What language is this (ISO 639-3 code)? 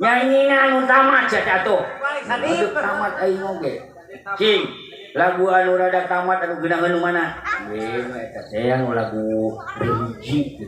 sun